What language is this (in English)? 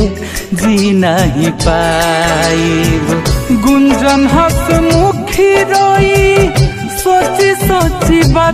Bhojpuri